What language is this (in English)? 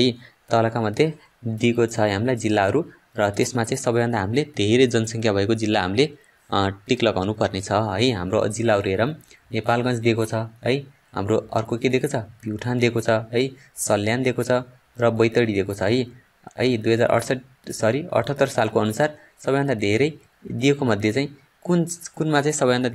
Nepali